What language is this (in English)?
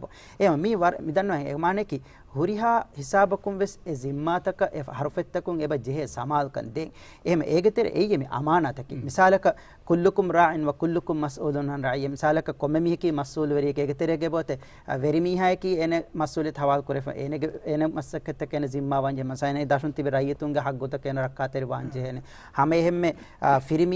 Divehi